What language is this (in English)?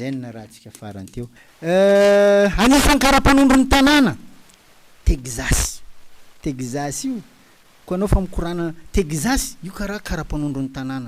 Malagasy